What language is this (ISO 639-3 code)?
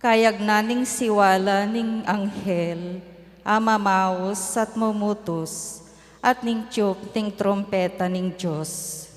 pam